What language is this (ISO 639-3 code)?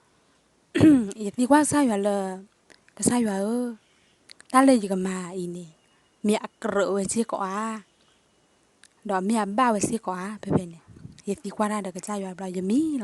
ksw